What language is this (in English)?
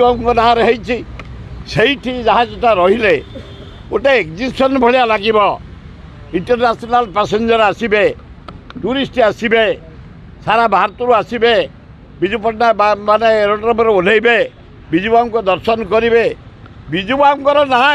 Odia